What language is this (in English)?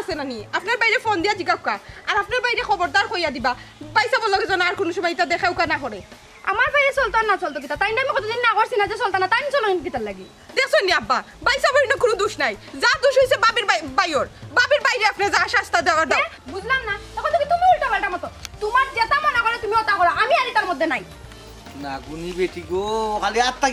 Sylheti